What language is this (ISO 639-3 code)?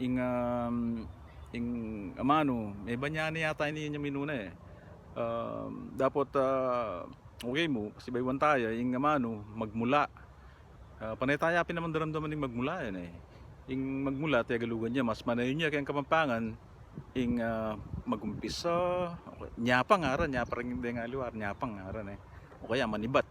pam